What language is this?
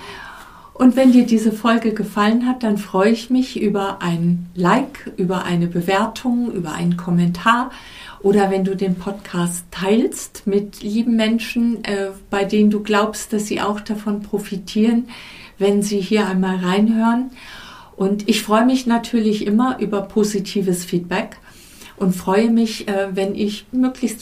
German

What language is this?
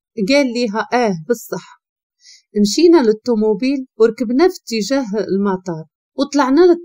Moroccan Arabic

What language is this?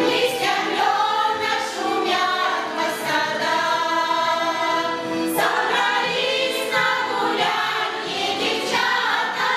Chuvash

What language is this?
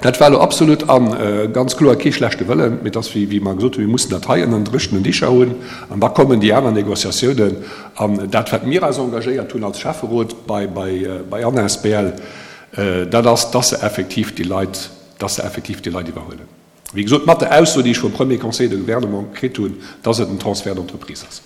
Luxembourgish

